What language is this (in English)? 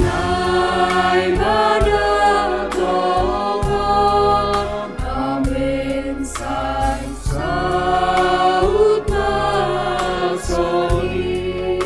Batak Simalungun